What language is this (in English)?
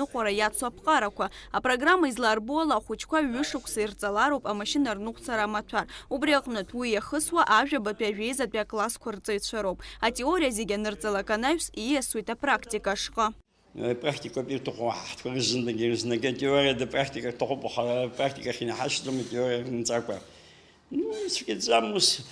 Abkhazian